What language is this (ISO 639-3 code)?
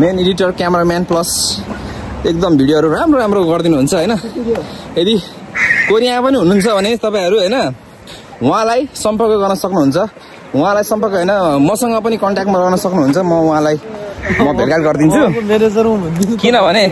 nep